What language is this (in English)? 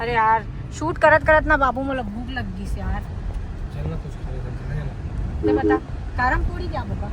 Chhattisgarhi